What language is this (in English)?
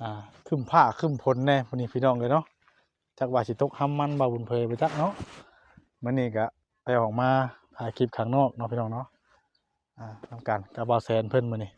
Northeastern Thai